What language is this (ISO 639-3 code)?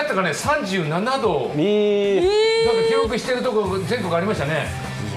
jpn